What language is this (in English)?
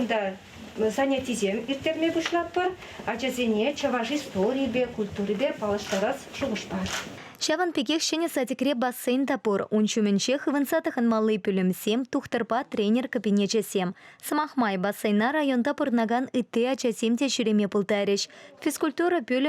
Chuvash